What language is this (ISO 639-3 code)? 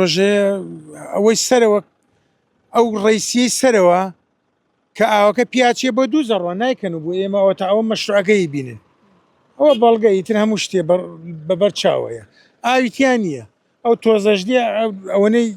ckb